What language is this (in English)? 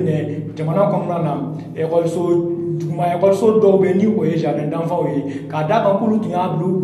Bambara